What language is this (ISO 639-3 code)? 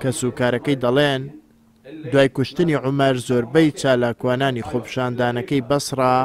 ckb